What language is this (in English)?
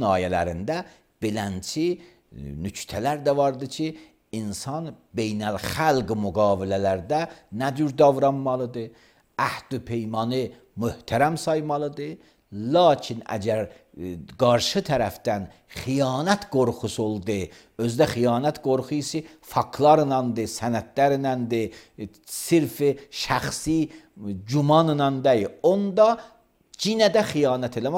Azerbaijani